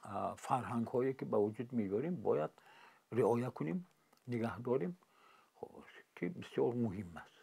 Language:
Tajik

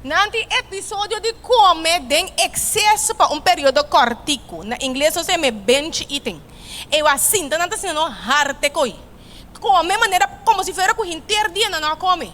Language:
Papiamento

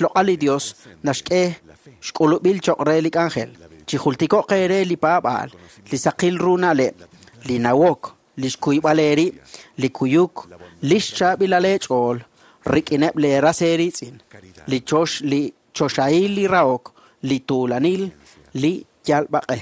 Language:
Kekchí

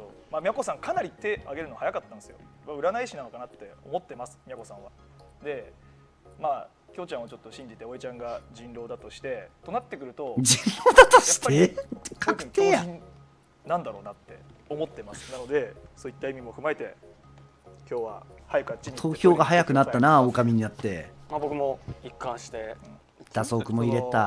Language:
Japanese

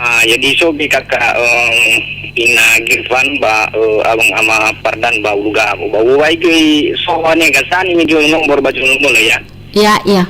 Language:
Nias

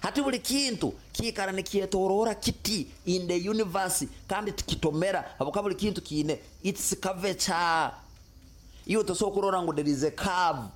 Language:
Nyoro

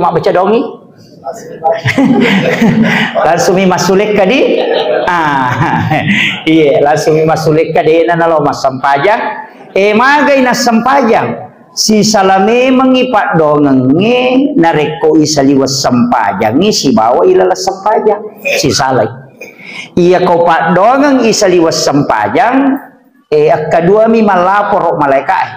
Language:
Buginese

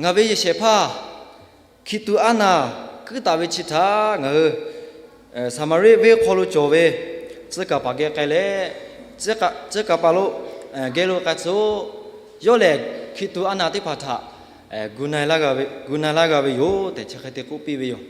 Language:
Lahu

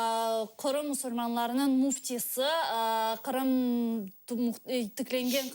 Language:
Crimean Tatar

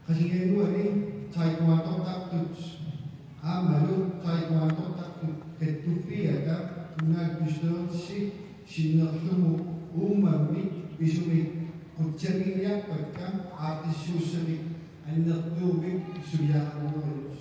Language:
Kalaallisut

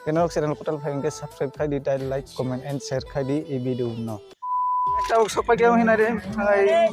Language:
Kok Borok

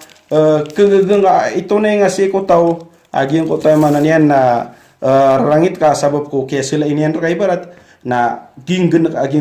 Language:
Maranao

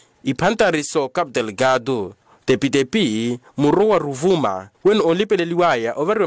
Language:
Makhuwa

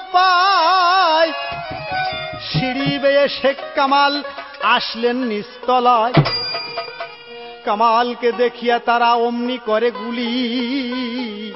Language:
Bangla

